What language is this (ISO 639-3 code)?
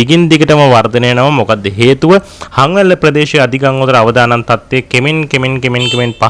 sin